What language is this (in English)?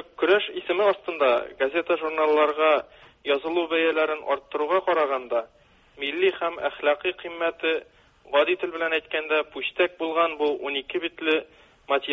Tatar